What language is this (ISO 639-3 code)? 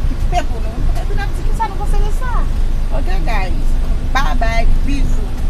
hat